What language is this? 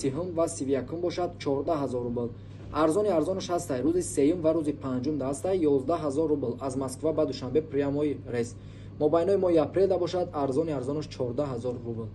Tajik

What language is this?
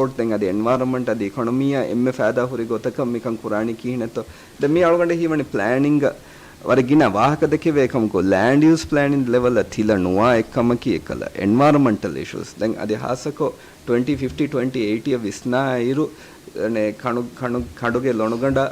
Divehi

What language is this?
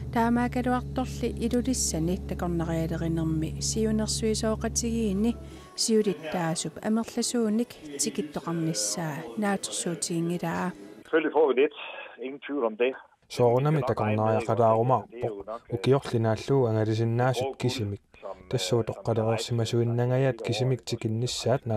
Kalaallisut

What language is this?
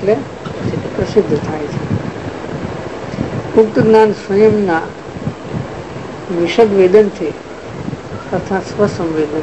Gujarati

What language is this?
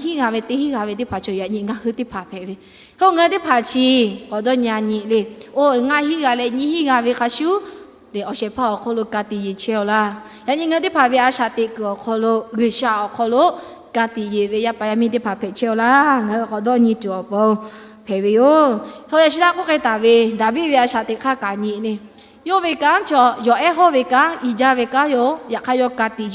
Lahu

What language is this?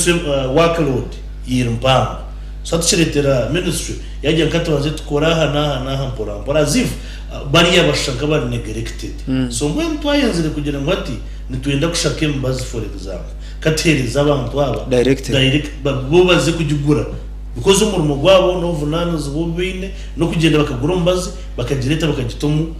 Nyankole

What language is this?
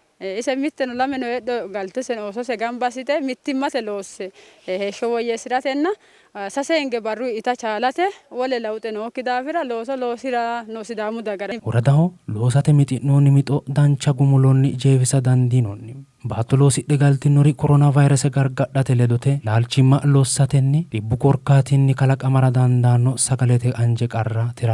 Sidamo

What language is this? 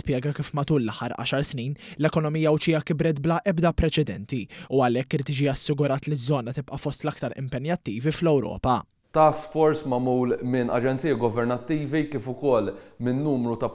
Maltese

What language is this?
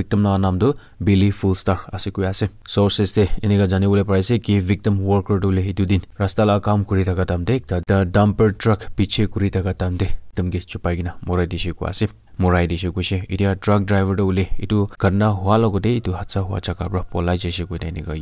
Naga Pidgin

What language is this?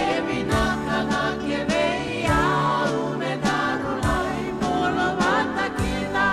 Fijian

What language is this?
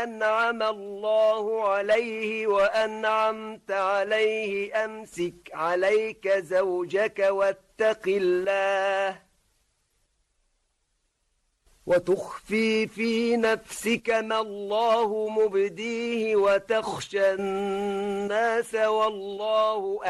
Arabic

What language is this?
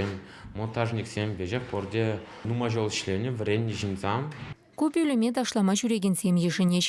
Chuvash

